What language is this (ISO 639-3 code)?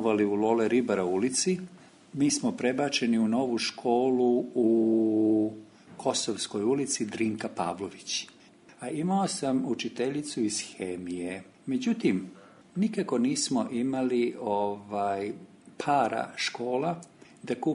srp